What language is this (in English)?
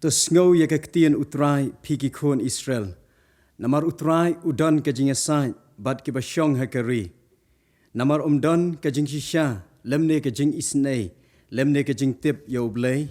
Khasi